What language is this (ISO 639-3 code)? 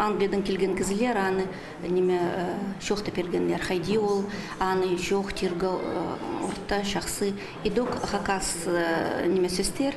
kjh